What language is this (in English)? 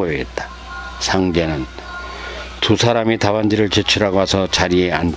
Korean